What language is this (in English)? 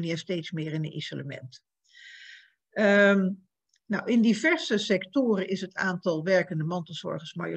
Dutch